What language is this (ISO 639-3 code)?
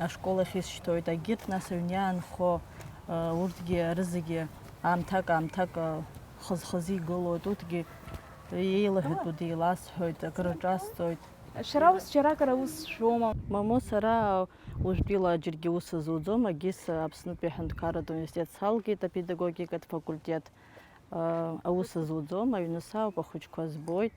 abk